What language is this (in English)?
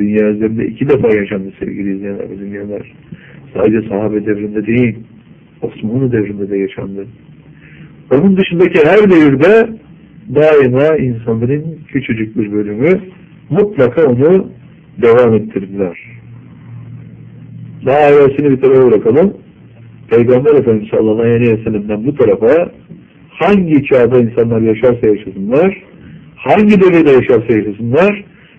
Turkish